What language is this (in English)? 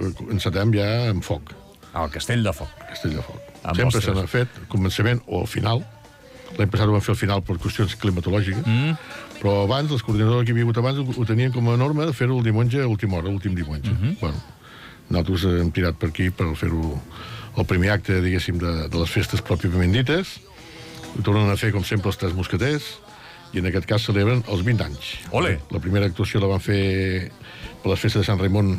Catalan